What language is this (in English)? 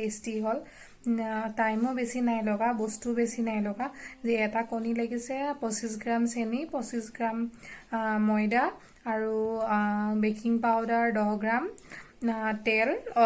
Assamese